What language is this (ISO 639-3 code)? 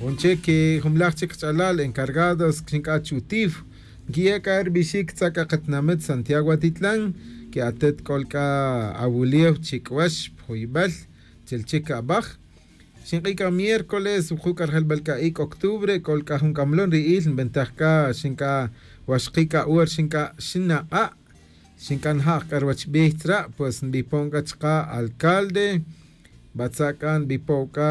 tzj